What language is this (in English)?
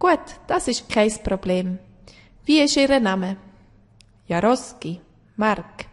Swiss German